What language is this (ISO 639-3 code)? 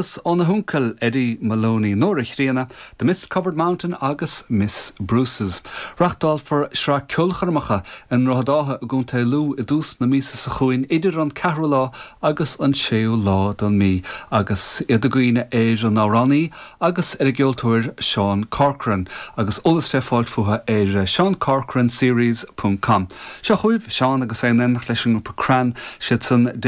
gle